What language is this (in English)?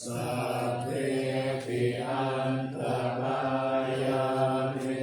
Pali